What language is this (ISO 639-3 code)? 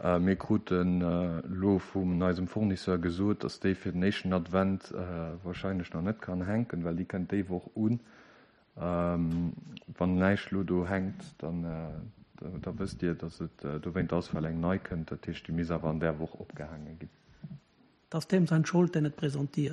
ltz